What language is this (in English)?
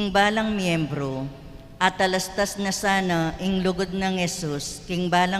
Pampanga